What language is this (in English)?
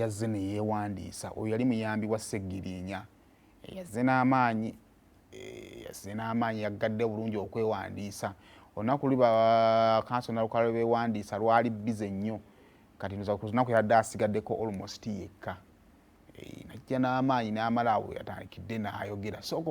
Ganda